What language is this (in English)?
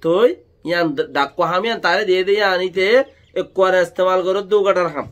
Rohingya